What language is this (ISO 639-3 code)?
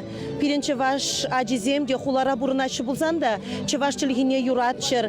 chv